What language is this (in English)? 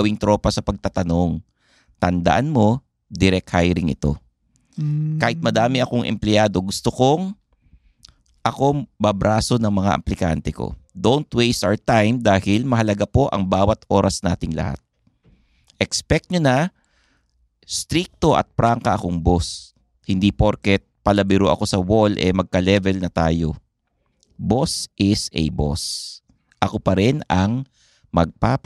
Filipino